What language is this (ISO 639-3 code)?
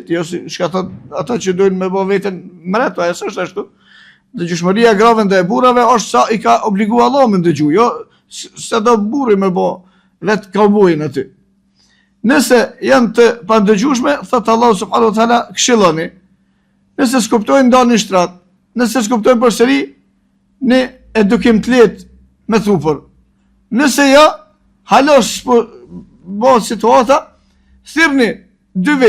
sqi